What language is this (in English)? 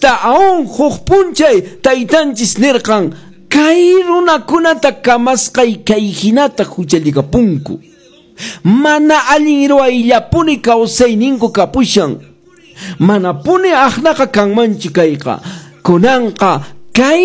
Quechua